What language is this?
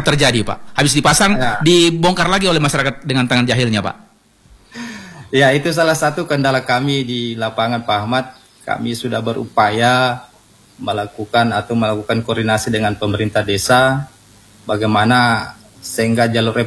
Indonesian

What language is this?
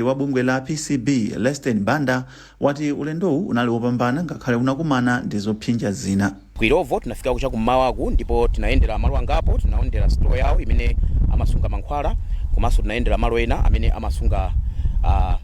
Nyanja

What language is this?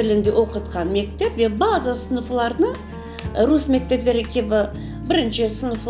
Crimean Tatar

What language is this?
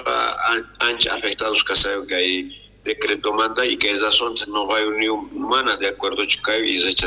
South Bolivian Quechua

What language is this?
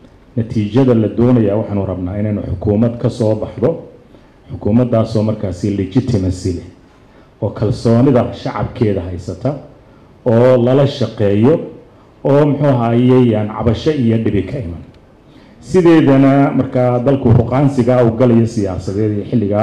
Somali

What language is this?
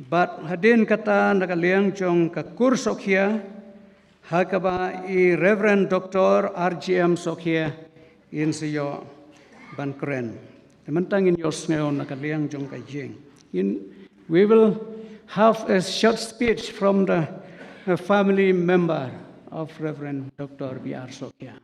Khasi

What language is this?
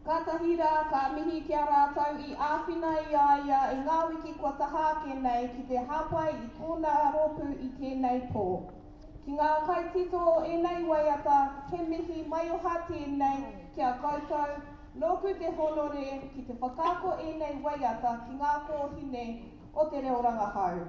Māori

